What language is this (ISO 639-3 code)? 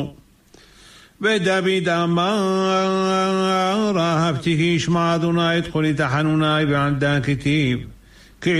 heb